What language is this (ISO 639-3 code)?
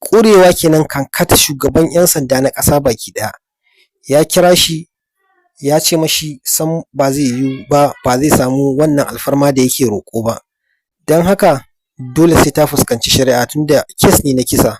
hau